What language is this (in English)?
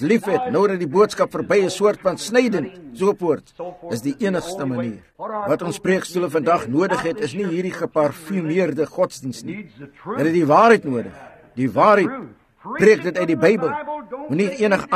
Afrikaans